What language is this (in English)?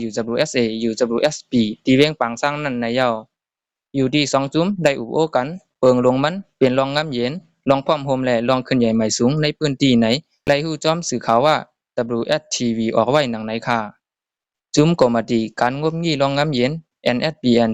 Shan